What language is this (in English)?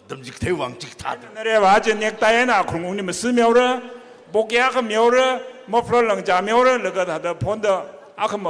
Tangkhul Naga (India)